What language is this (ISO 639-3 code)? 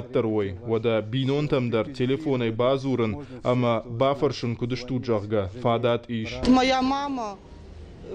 oss